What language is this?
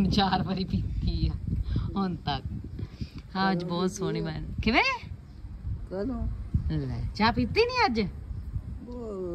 Punjabi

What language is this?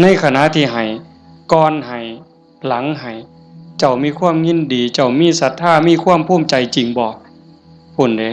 Northeastern Thai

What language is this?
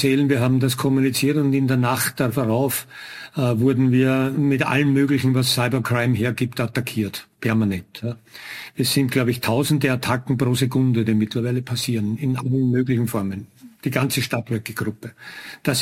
German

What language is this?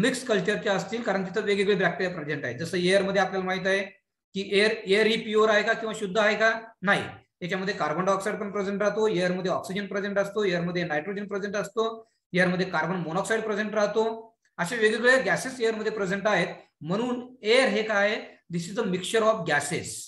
Marathi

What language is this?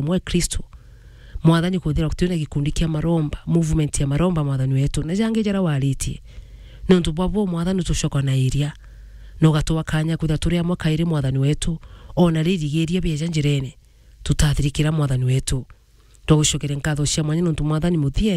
Meru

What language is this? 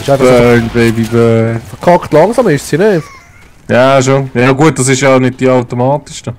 Swiss German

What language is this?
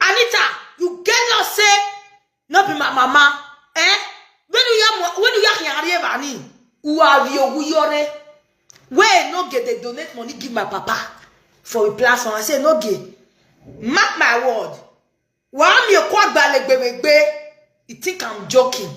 Nigerian Pidgin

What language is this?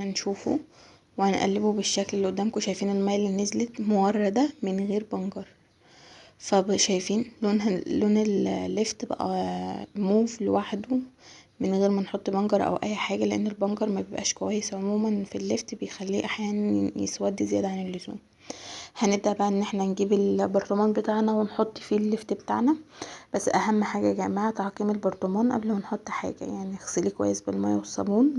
Egyptian Arabic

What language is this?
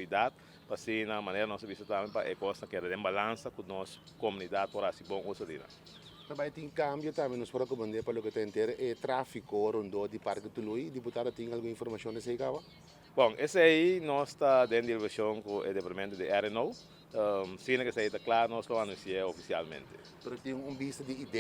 Papiamento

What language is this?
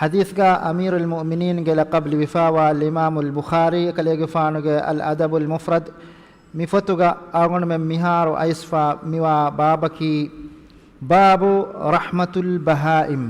Divehi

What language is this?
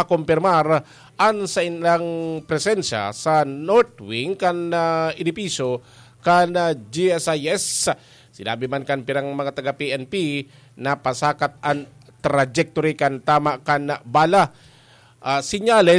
Bikol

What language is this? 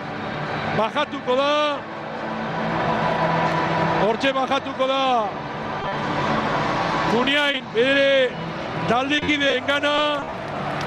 Basque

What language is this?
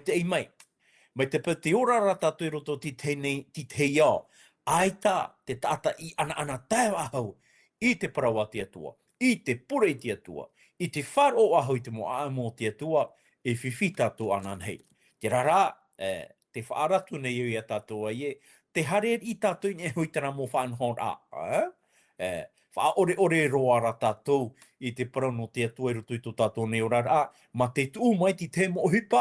Tahitian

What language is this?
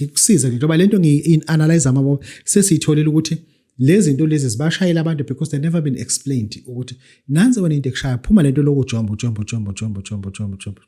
Zulu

